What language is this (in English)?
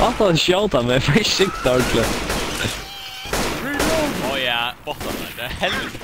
Faroese